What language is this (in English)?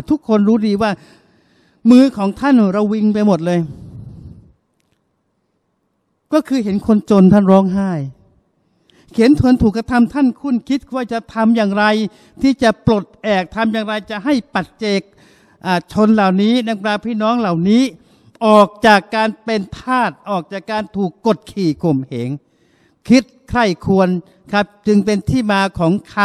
Thai